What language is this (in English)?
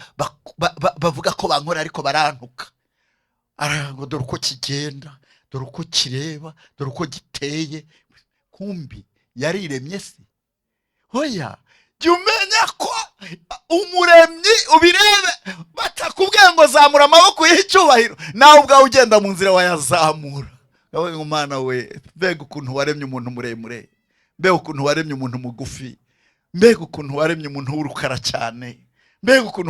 Rundi